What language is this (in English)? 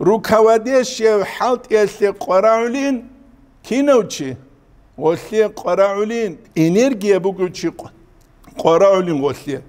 Avaric